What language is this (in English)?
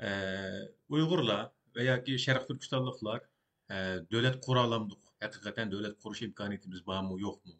Uyghur